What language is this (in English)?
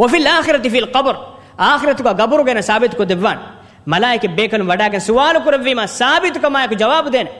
Divehi